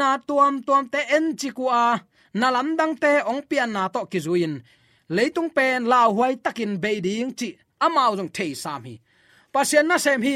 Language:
Tedim Chin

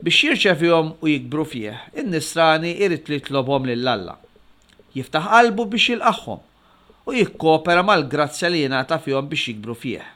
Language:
Maltese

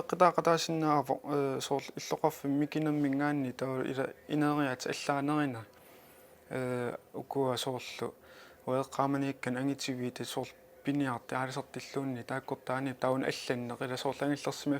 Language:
Kalaallisut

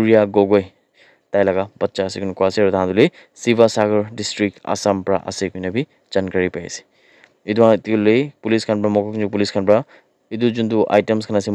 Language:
Naga Pidgin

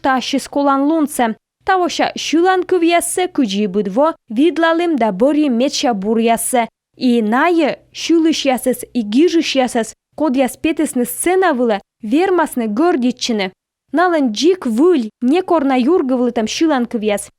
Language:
Komi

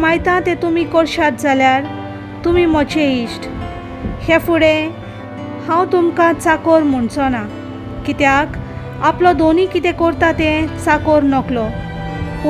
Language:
Konkani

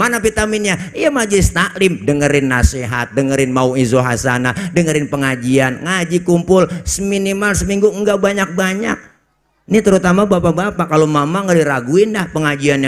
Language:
Betawi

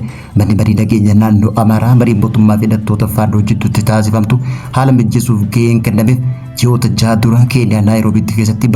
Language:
Oromo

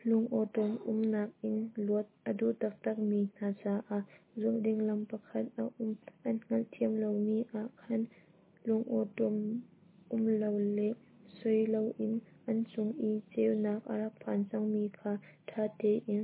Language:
Hakha Chin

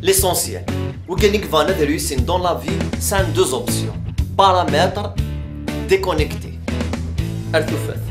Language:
Kabyle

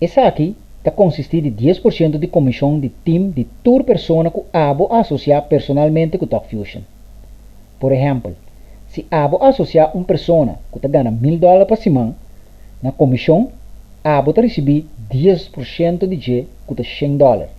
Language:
Papiamento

